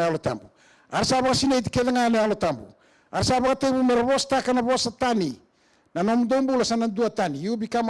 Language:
Fijian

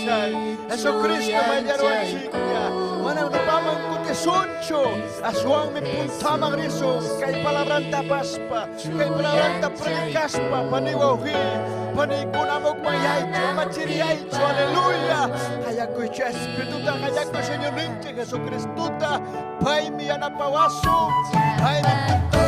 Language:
Ayacucho Quechua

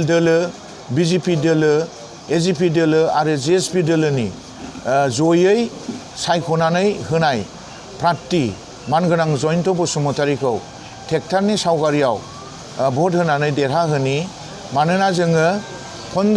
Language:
Bodo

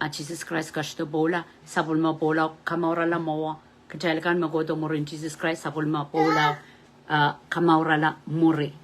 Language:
Pohnpeian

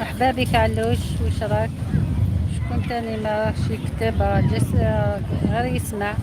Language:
Algerian Arabic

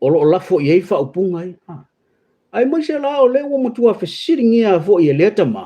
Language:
Samoan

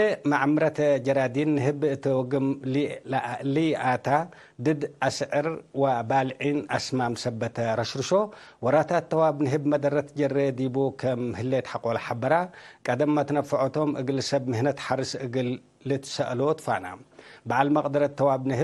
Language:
Tigre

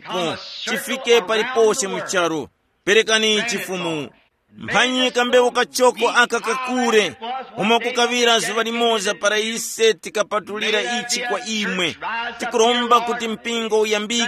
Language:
Tumbuka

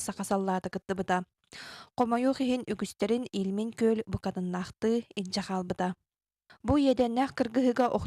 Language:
Yakut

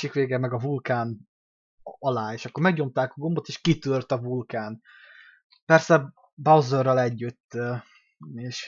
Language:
Hungarian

